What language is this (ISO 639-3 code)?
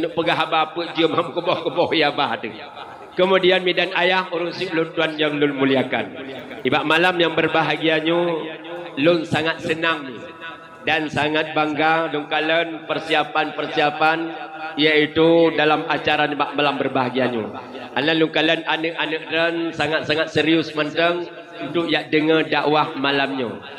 ace